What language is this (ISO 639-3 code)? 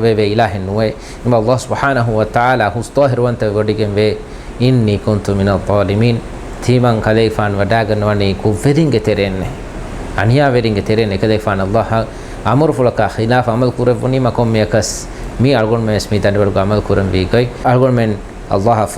div